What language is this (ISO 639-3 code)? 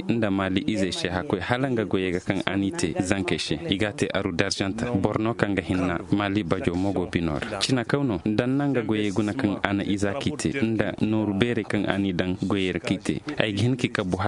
dje